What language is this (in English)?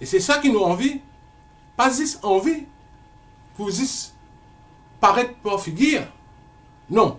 Morisyen